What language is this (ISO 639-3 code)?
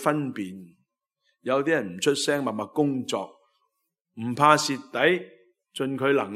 yue